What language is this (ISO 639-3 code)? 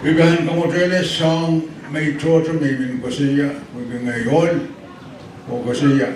pon